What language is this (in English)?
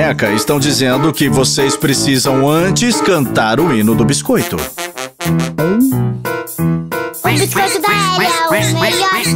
Portuguese